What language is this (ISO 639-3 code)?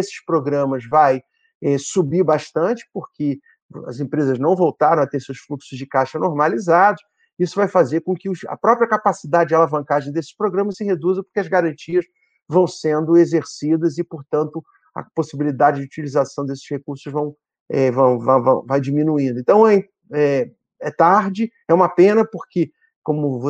por